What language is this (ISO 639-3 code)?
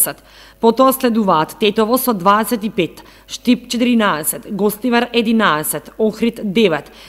mkd